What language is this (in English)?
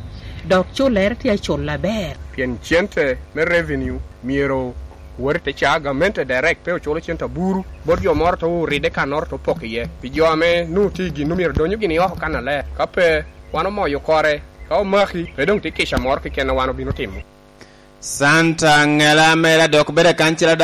Lango (Uganda)